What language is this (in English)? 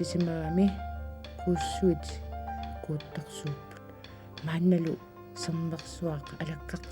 Kalaallisut